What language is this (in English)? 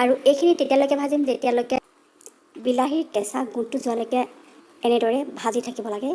Assamese